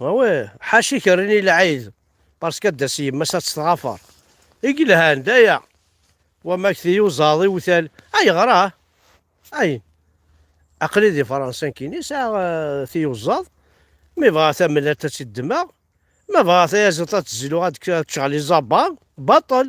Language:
Kabyle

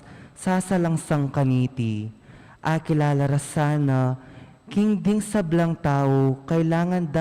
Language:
Pampanga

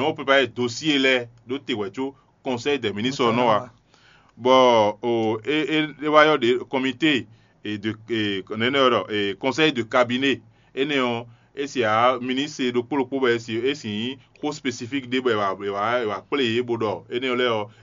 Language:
Fon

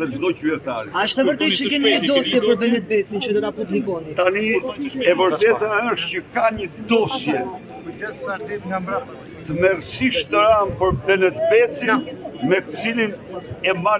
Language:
Albanian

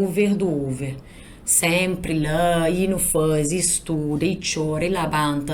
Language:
Kabuverdianu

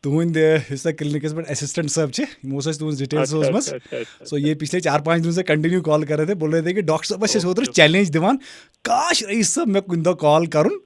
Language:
Kashmiri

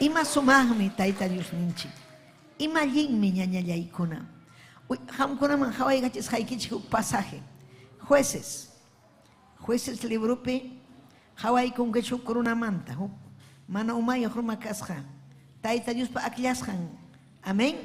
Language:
Ayacucho Quechua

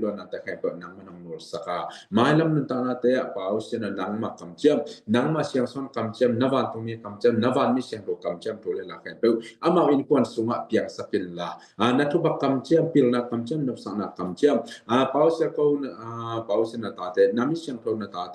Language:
Tedim Chin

